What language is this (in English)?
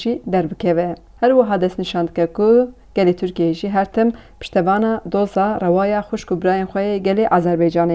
Kurdish